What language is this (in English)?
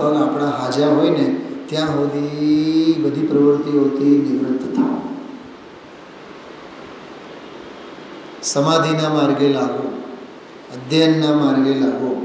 Gujarati